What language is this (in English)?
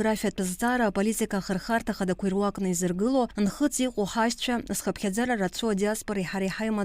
Abkhazian